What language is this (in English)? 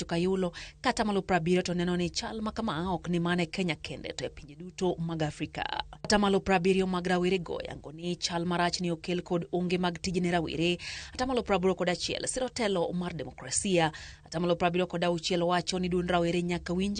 Luo (Kenya and Tanzania)